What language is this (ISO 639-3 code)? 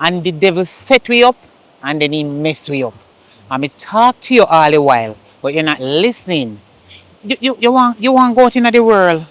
jam